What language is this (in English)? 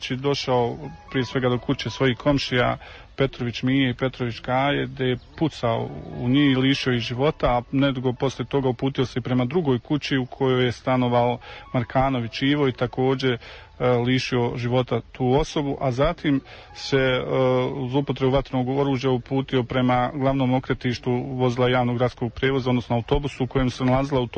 Croatian